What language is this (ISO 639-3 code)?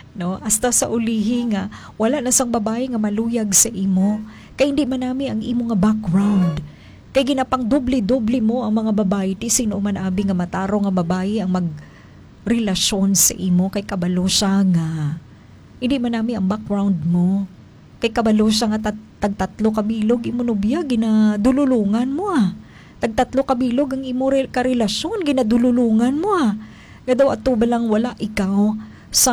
hil